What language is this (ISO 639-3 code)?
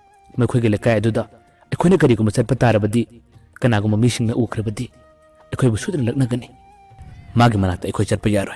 mni